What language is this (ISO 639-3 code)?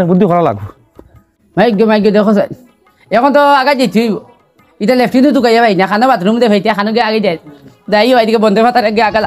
syl